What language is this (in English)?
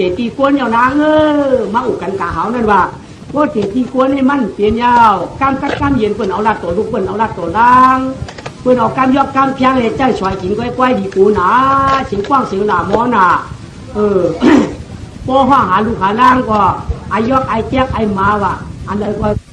Shan